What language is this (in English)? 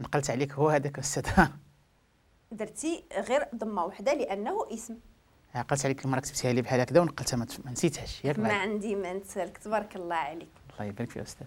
Moroccan Arabic